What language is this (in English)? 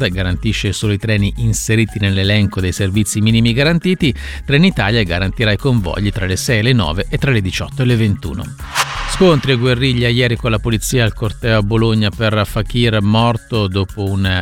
Italian